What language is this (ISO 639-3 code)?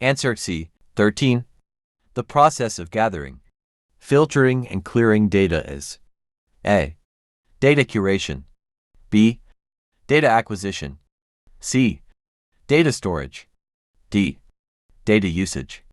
eng